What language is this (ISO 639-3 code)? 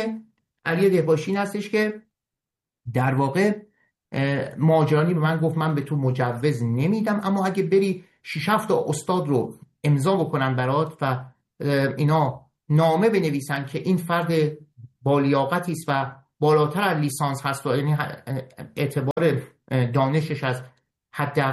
fas